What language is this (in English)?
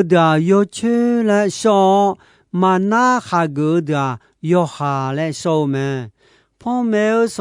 Akha